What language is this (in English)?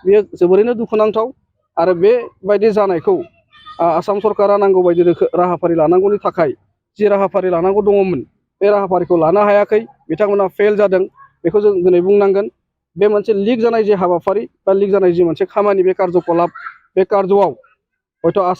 Bodo